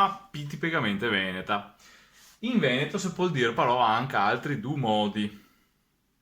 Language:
Venetian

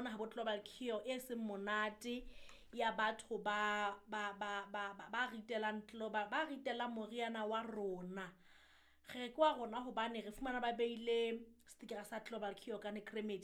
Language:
Southern Sotho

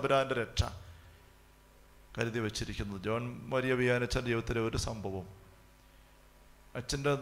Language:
Malayalam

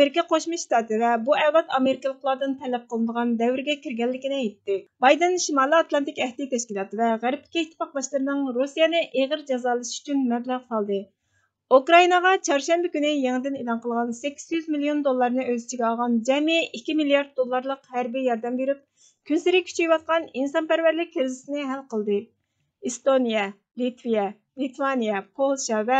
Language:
Uyghur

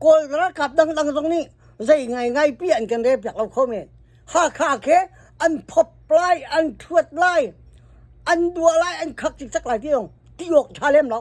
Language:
Hakha Chin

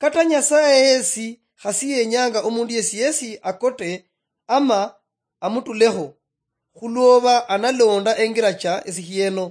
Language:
Luyia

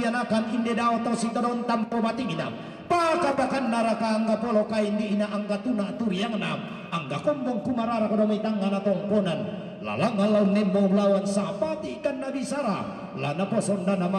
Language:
Toraja-Sa'dan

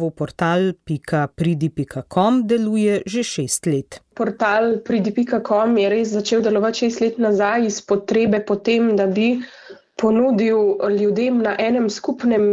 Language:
Slovenian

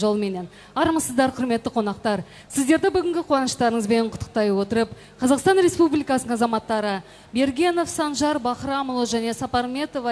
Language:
Kazakh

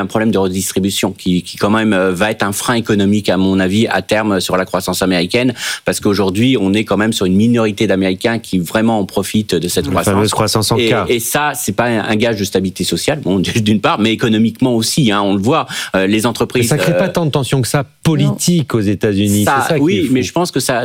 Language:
French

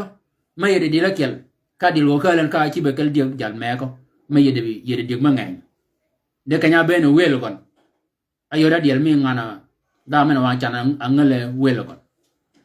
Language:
Shilluk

